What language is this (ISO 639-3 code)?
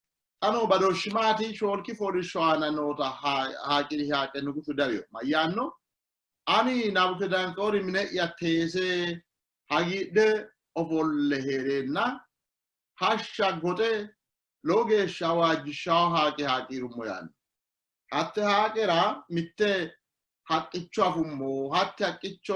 sid